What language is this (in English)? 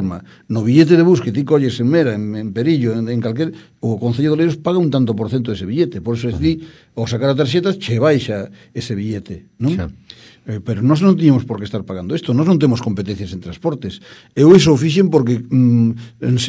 Galician